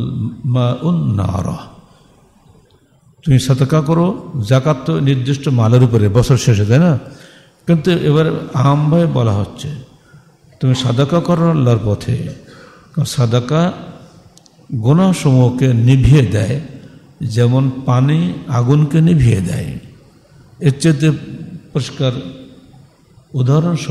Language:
Bangla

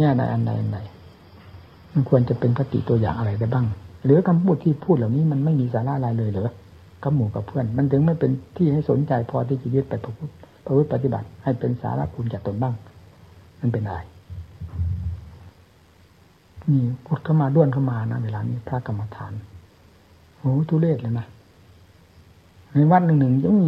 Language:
Thai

